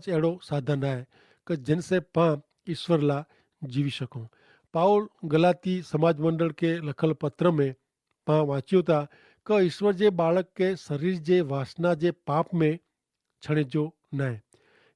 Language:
Kachhi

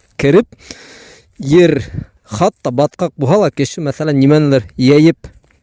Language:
Bashkir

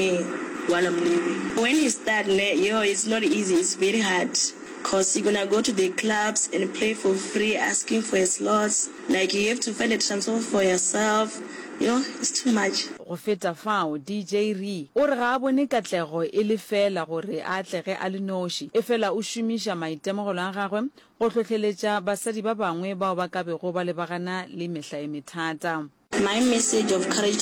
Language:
Northern Sotho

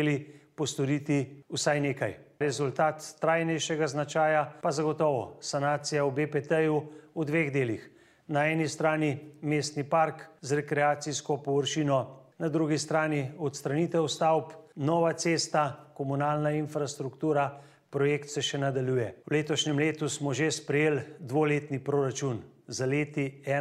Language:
Slovenian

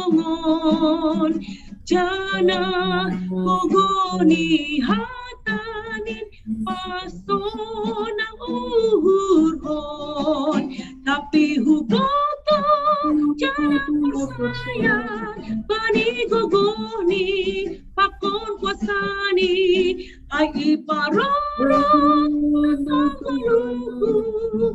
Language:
Batak Simalungun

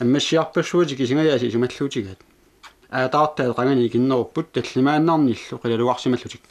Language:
Kalaallisut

